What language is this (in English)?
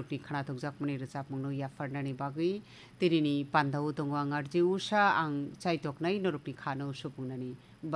Kok Borok